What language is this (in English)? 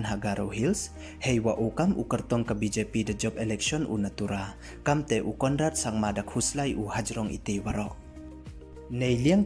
Pnar